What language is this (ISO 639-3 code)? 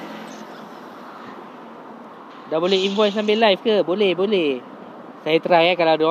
msa